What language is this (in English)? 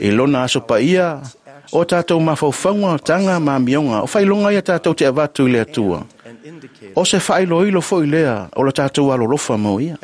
Samoan